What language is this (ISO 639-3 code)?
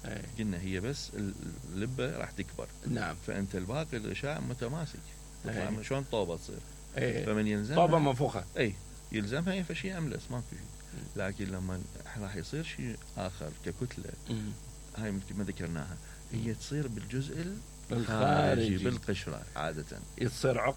acm